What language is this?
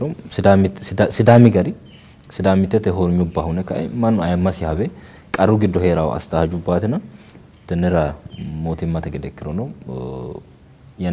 Sidamo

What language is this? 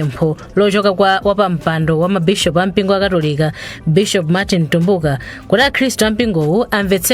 Nyanja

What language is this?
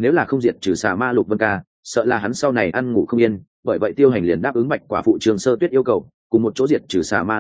Vietnamese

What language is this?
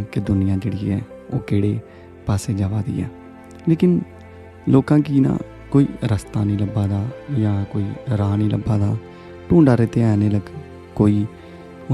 Dogri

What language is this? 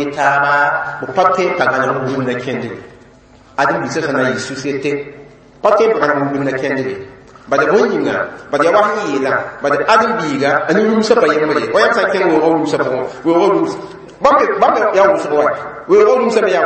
Mossi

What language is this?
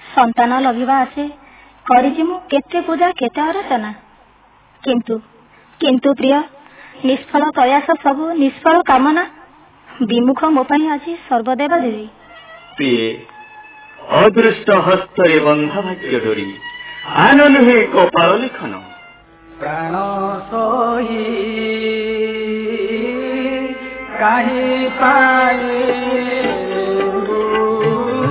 Odia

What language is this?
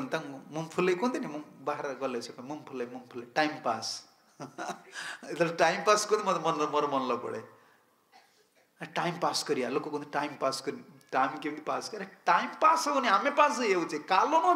Odia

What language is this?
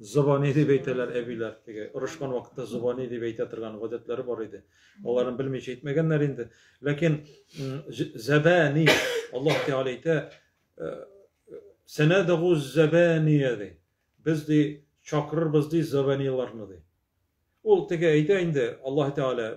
Tatar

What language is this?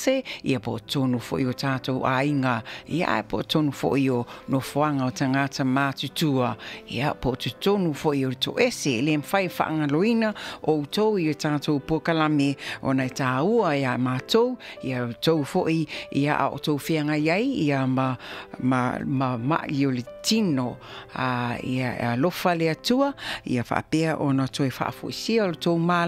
Samoan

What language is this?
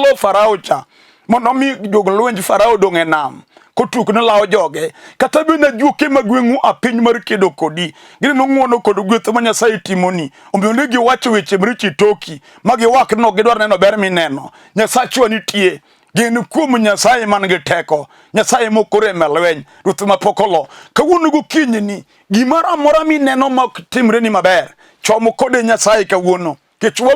Luo (Kenya and Tanzania)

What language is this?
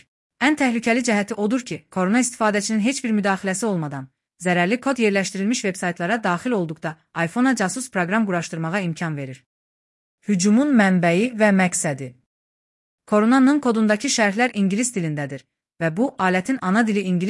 Azerbaijani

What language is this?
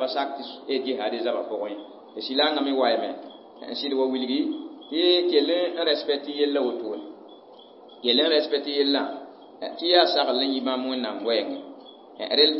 Mossi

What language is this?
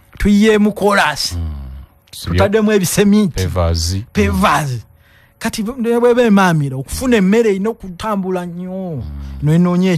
Ganda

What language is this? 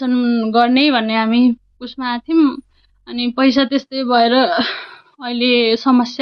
Nepali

